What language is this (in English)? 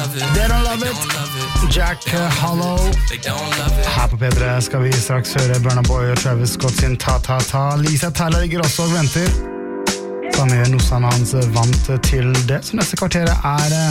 Norwegian